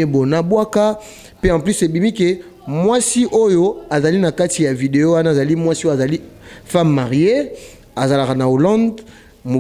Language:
Lingala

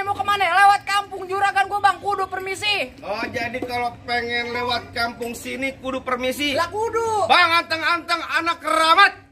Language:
Betawi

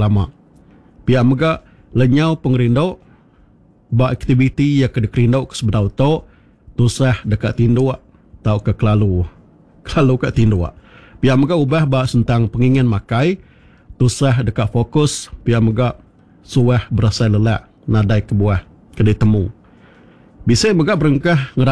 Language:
Iban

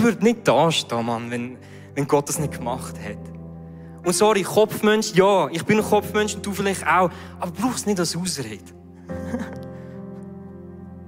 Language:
Swiss German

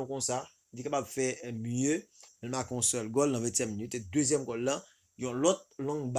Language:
Haitian Creole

